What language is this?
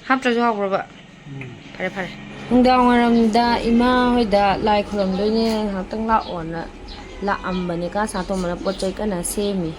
Manipuri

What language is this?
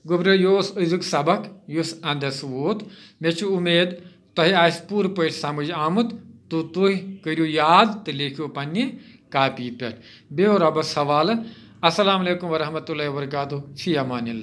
Kashmiri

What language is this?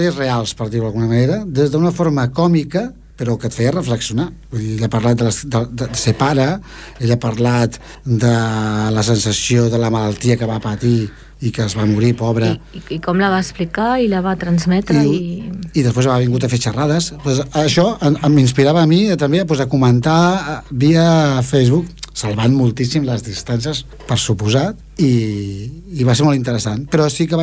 Catalan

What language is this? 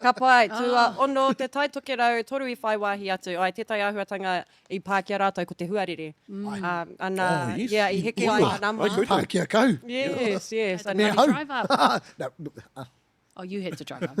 Māori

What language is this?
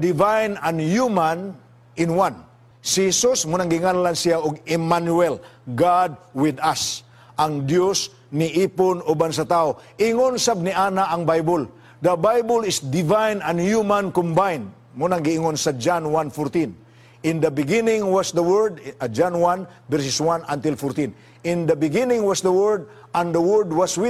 Cebuano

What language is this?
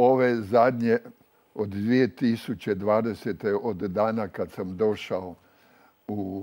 Croatian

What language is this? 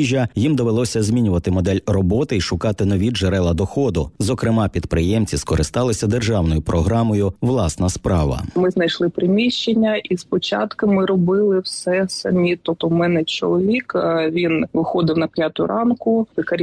Ukrainian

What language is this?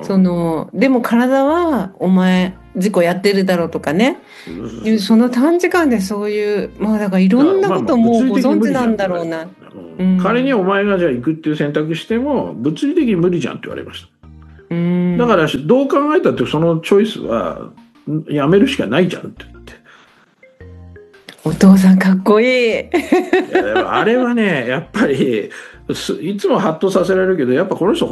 Japanese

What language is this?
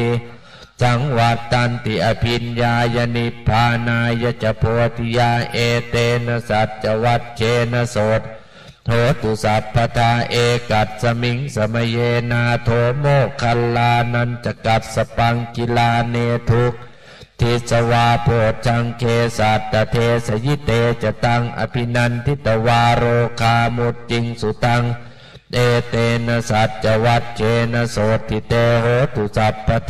Pali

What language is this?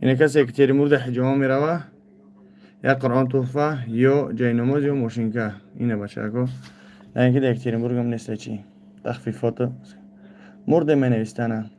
Tajik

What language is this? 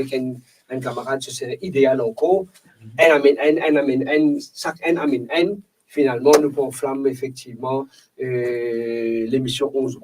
Morisyen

